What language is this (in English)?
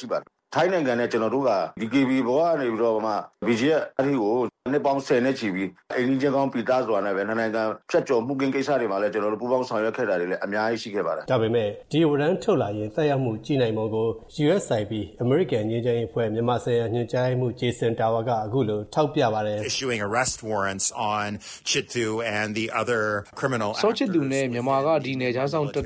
Burmese